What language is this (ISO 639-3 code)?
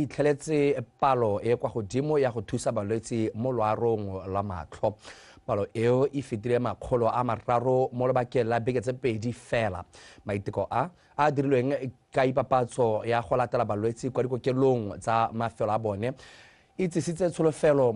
tsn